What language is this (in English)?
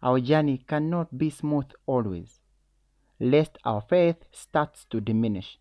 English